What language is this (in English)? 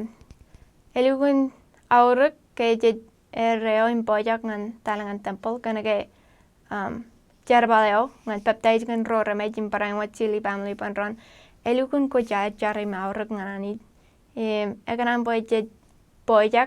Marshallese